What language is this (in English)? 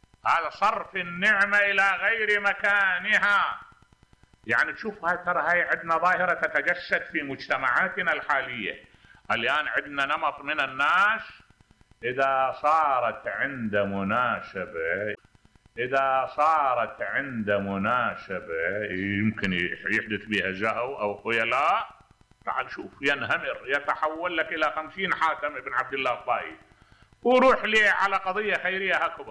Mesopotamian Arabic